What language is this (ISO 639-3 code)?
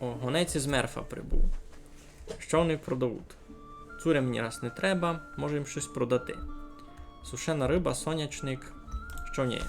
rue